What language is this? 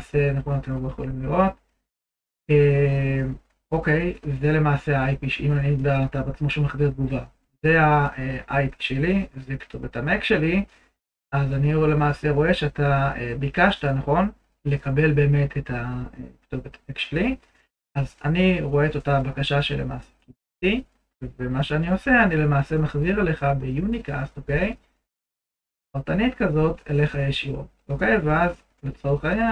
Hebrew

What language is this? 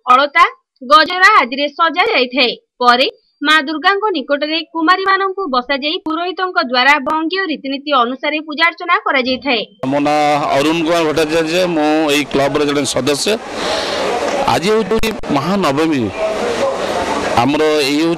Odia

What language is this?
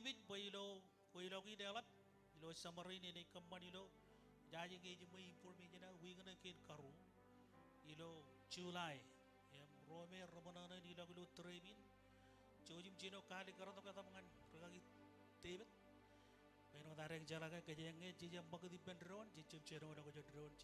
Marshallese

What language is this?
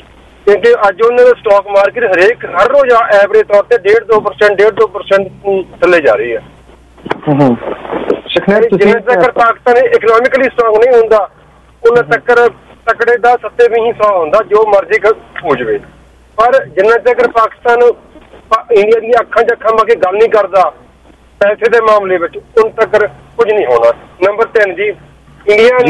Punjabi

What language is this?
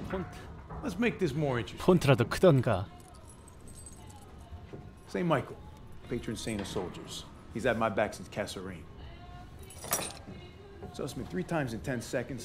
Korean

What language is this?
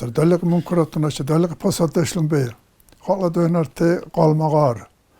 Dargwa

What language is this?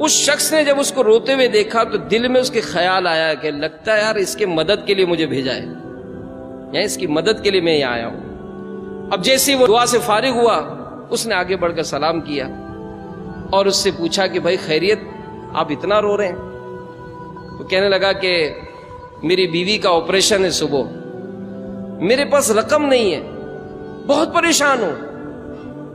Urdu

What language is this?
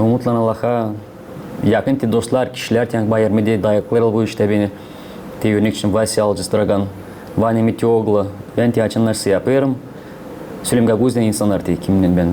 Gagauz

